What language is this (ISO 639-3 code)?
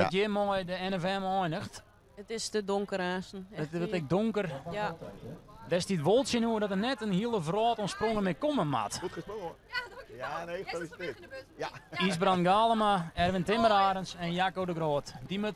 fry